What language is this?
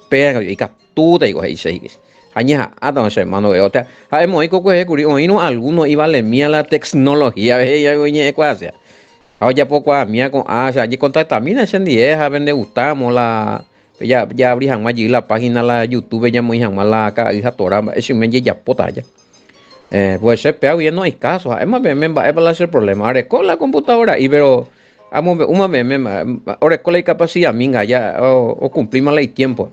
Guarani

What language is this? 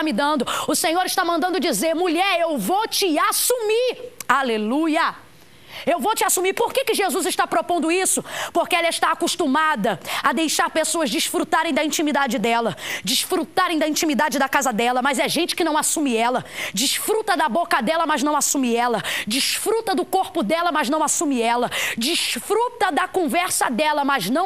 Portuguese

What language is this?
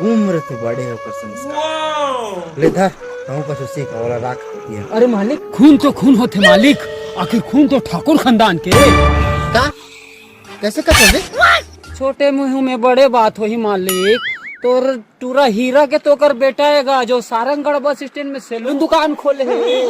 Chhattisgarhi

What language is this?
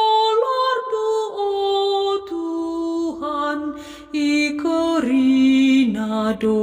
Batak Karo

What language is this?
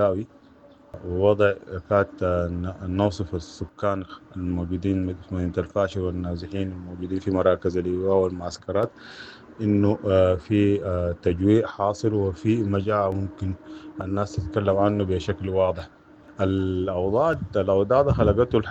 Sudanese Arabic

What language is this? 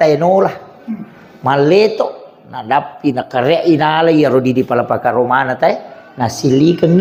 Buginese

